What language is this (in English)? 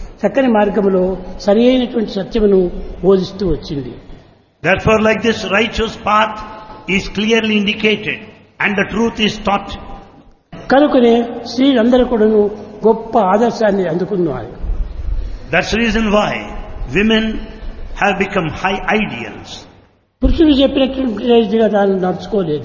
Telugu